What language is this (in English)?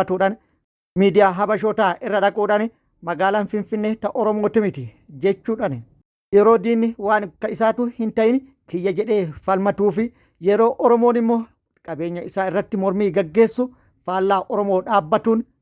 Oromo